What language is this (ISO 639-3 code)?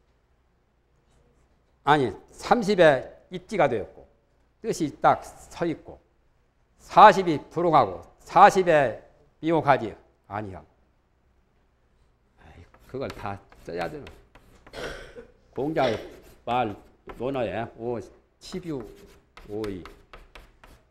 kor